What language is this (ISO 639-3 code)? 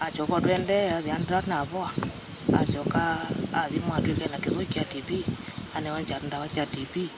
kam